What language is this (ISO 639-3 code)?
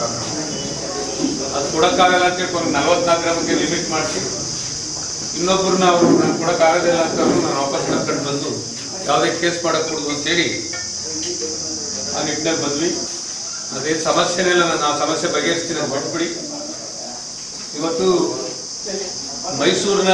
kan